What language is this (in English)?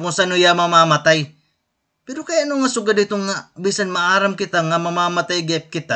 Waray